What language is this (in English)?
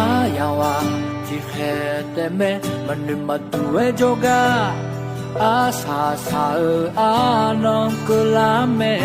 Akha